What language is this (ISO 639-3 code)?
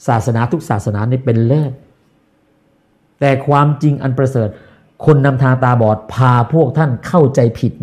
tha